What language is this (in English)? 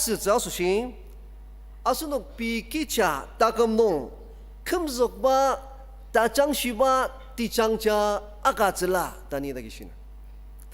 Ao Naga